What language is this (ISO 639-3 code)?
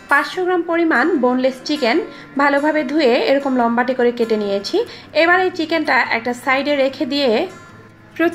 ben